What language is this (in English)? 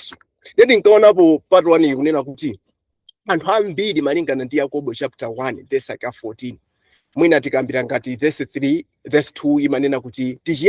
Nyanja